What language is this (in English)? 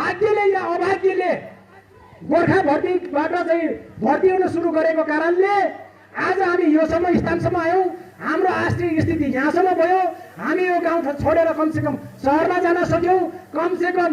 Nepali